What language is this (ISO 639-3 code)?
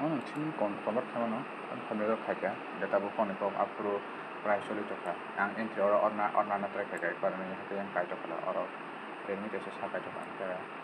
trp